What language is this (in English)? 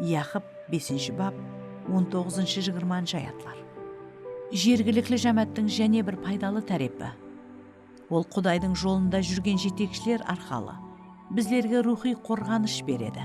Kara-Kalpak